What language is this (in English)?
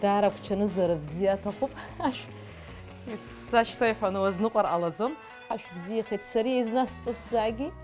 Abkhazian